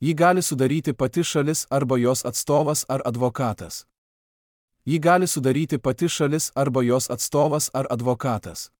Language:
Lithuanian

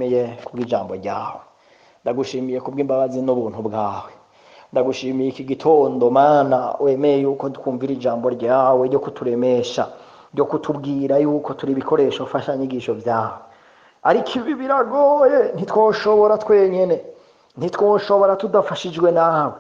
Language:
Rundi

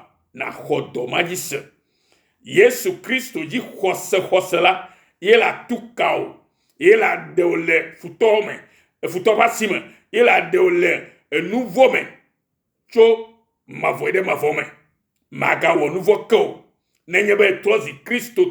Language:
Ewe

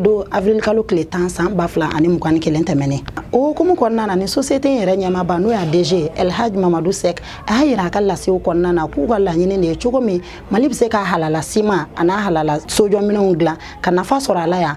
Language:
Bambara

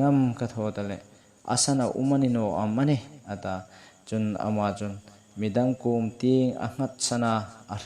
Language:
Hmar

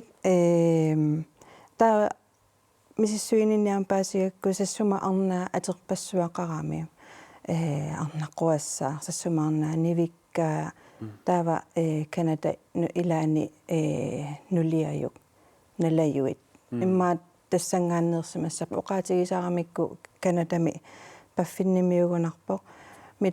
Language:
Kalaallisut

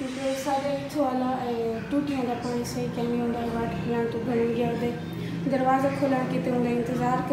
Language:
Saraiki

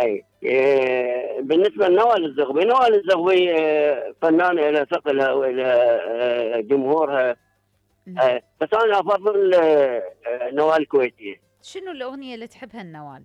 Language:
Mesopotamian Arabic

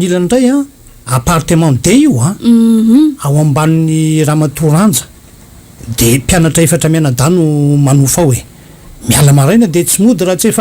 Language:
Malagasy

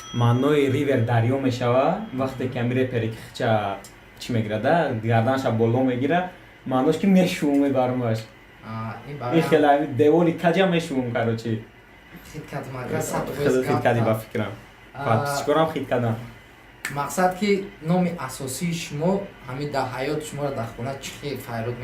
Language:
Tajik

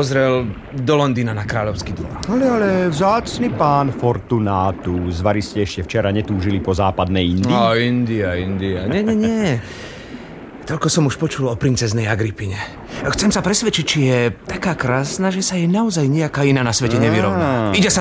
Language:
Slovak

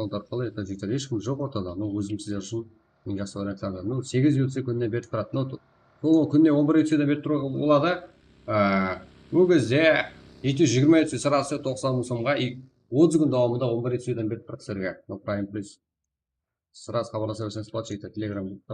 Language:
Kara-Kalpak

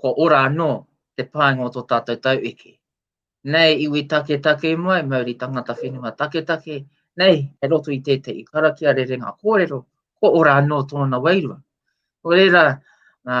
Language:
Māori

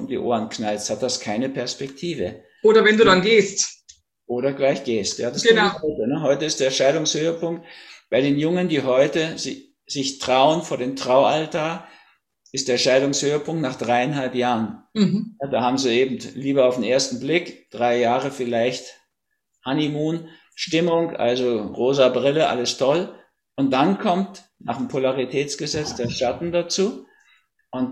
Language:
German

